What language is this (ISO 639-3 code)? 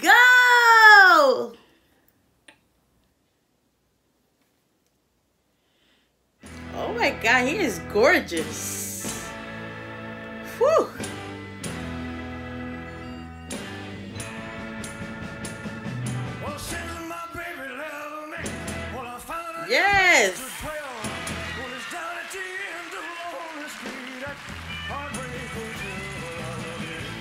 eng